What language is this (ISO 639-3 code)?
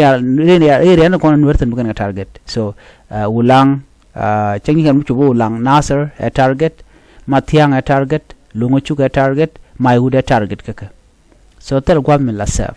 nus